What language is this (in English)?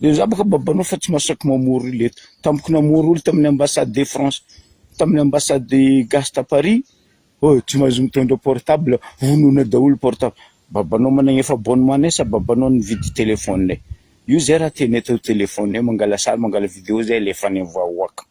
Malagasy